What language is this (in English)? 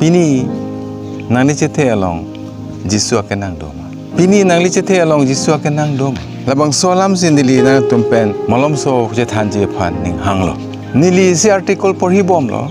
Karbi